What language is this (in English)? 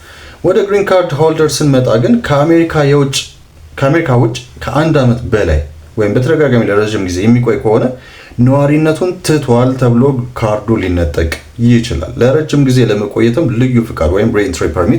Amharic